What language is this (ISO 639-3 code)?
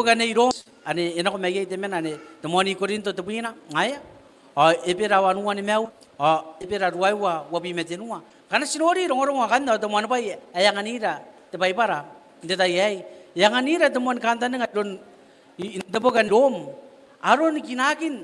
gil